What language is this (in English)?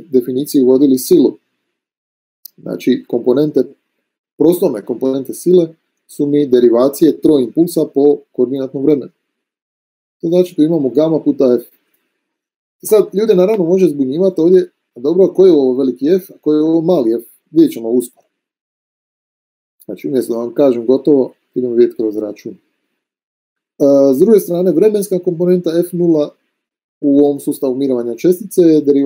Croatian